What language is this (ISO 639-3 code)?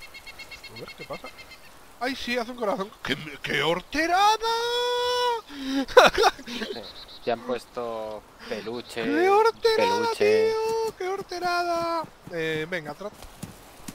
spa